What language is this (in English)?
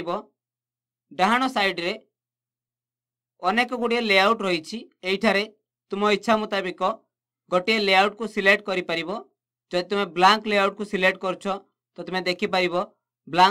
Odia